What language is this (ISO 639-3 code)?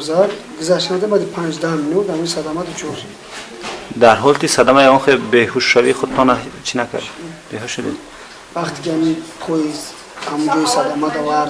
tgk